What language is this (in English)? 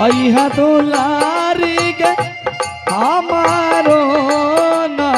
Angika